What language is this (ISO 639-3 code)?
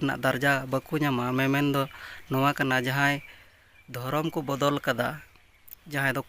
sat